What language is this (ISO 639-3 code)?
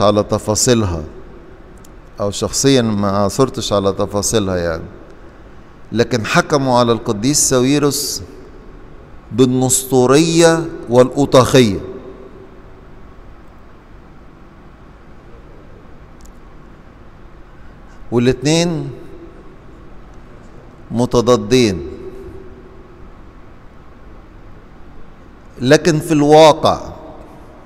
arz